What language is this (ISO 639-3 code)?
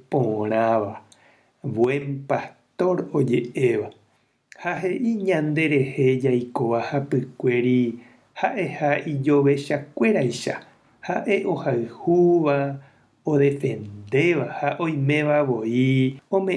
grn